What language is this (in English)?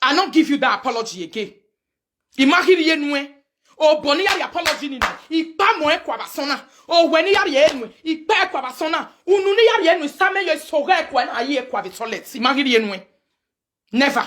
Nigerian Pidgin